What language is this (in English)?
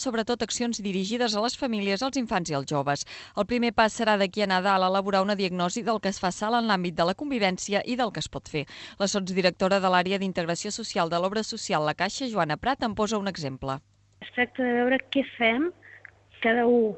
Catalan